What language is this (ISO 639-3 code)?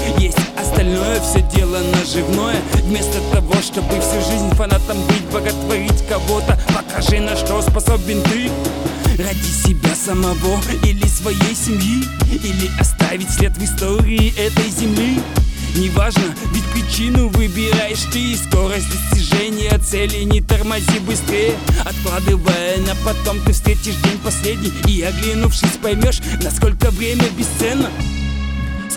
rus